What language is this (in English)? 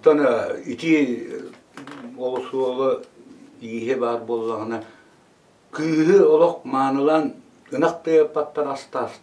Yakut